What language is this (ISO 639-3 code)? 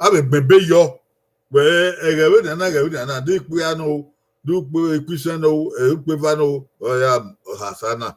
bin